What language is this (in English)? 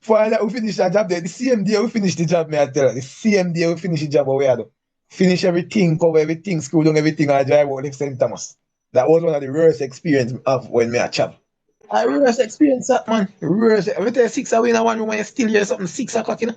Jamaican Creole English